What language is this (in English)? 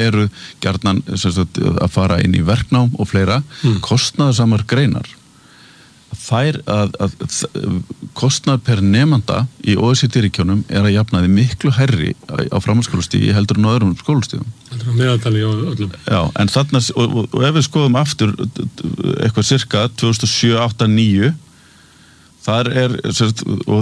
Icelandic